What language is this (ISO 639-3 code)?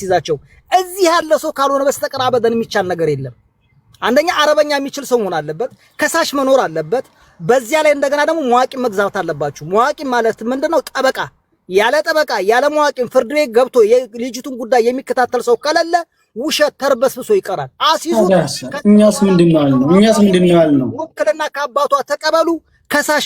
amh